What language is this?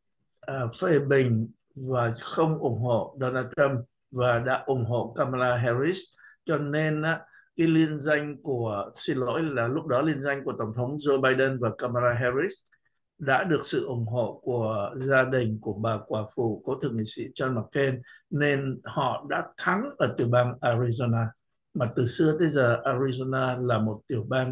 Vietnamese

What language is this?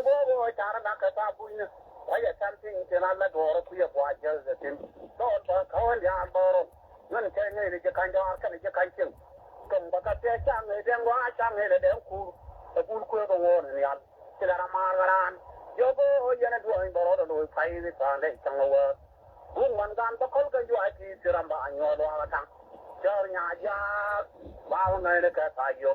Nuer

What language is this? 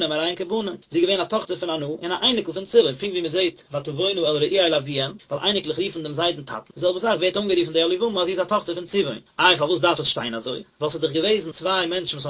Yiddish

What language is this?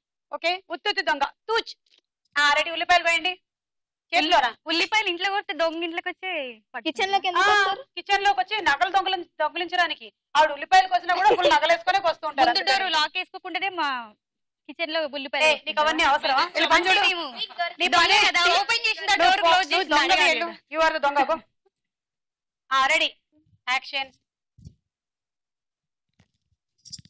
Telugu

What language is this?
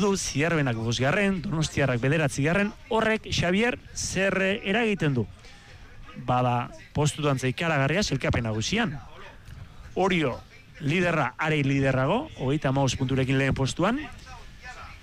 Basque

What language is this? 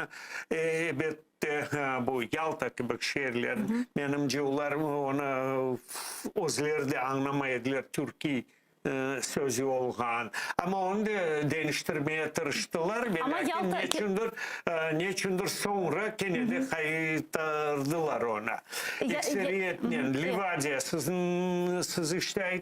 Crimean Tatar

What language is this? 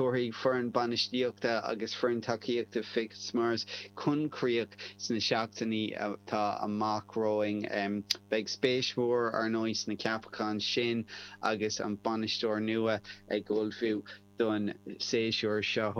Irish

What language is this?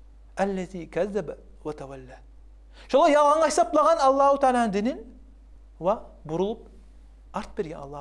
Kumyk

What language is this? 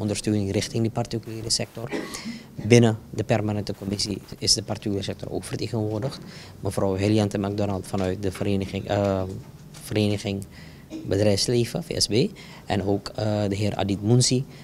Dutch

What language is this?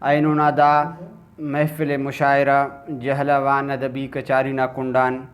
Brahui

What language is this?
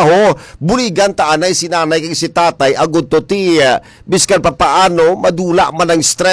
Hiligaynon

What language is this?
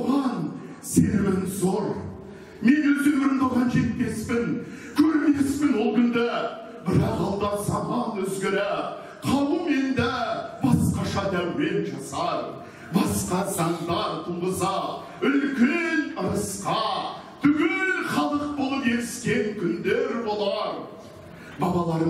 Kazakh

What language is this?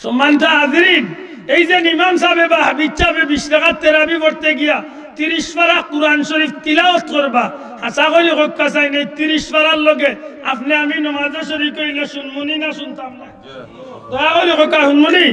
Sylheti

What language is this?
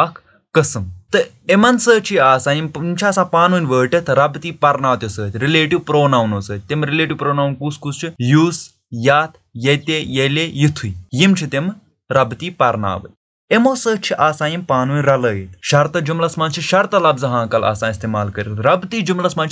Kashmiri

